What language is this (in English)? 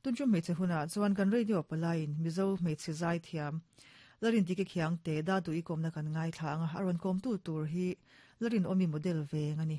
Mizo